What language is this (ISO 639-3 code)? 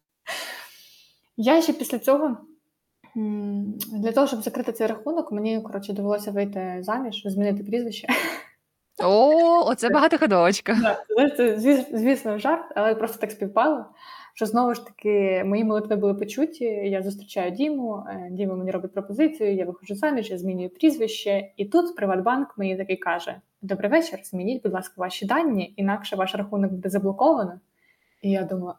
ukr